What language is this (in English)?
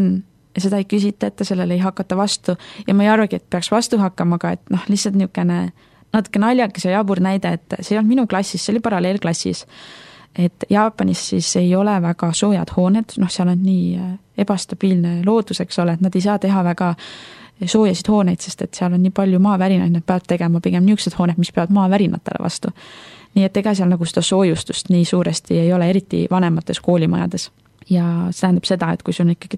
Estonian